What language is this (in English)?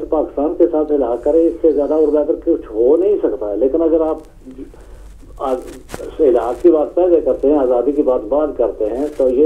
Urdu